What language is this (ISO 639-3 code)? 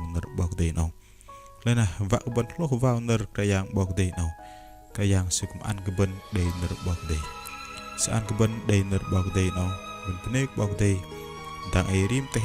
bdq